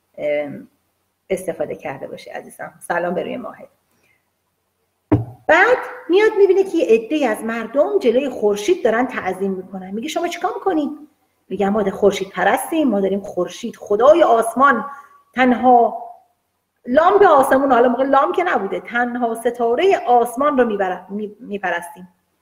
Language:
Persian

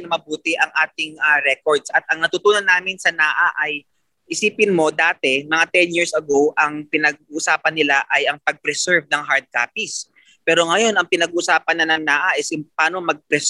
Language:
Filipino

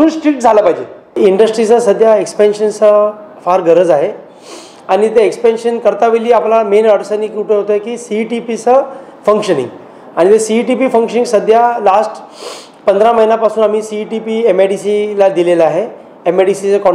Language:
Marathi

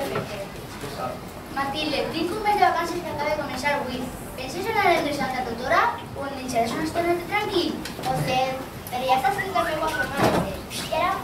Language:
Catalan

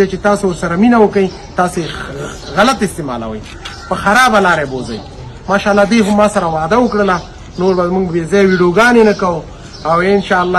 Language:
Pashto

